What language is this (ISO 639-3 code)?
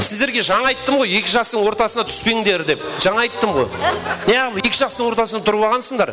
kaa